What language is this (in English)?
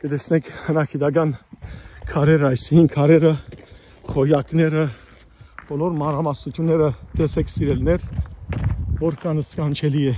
Western Armenian